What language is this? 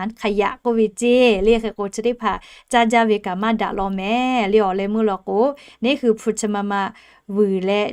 Lahu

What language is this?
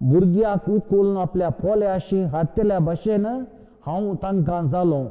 Konkani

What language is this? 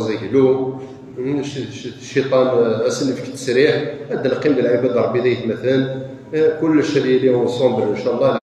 Kabyle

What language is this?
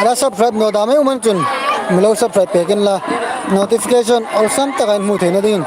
Hmar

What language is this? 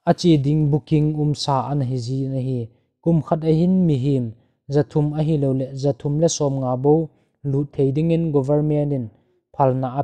Thado Chin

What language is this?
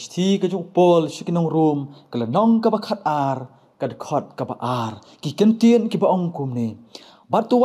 Khasi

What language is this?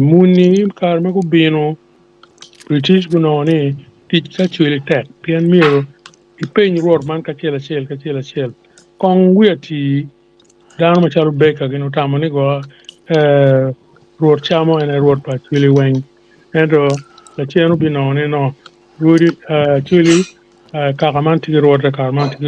Acoli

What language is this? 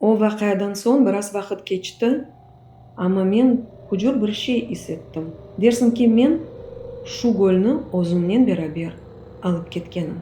Crimean Tatar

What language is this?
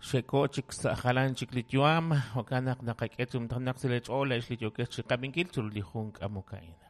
Kekchí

